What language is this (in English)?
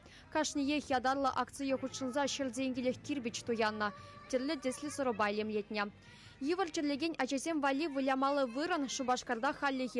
Chuvash